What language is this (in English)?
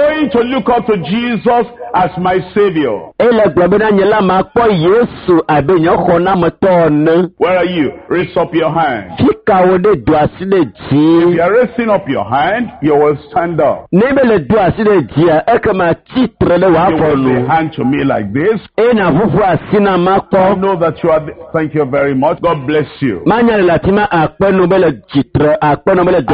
Ewe